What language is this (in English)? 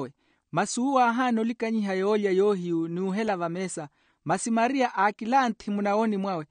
Makhuwa